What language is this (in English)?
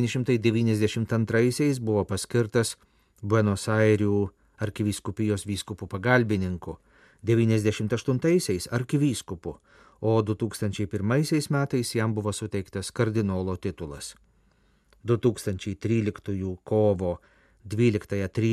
Lithuanian